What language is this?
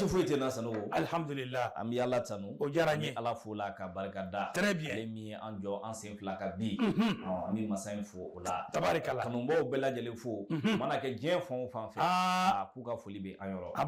Bambara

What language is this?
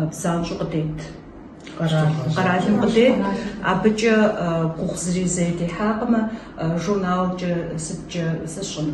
Kabardian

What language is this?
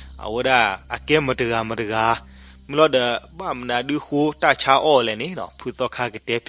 S'gaw Karen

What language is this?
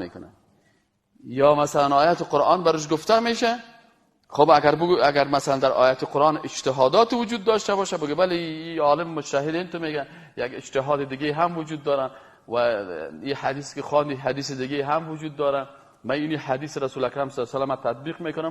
Persian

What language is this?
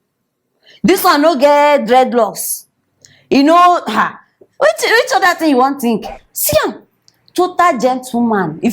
Nigerian Pidgin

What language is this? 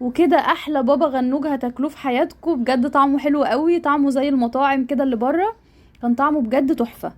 Egyptian Arabic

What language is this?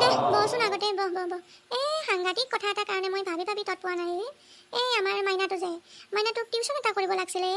Assamese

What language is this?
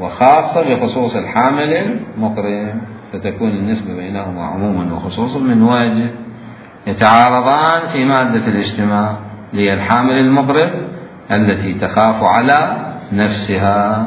Mesopotamian Arabic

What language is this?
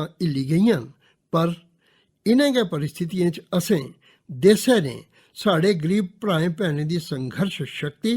Dogri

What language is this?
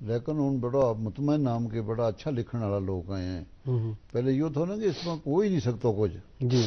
Gujari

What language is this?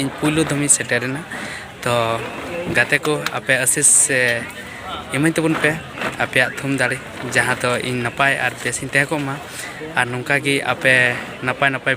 Santali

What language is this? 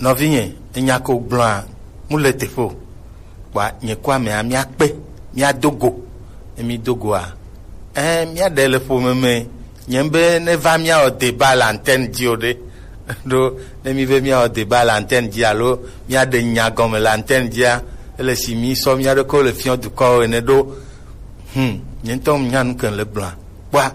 Gen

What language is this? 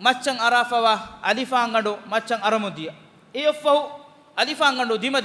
Divehi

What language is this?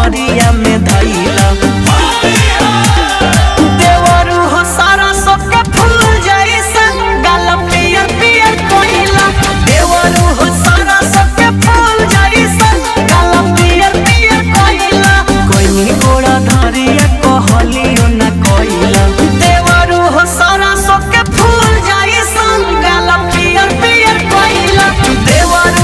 Bhojpuri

